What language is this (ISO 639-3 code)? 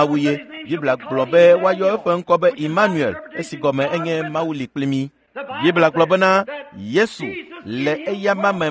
ewe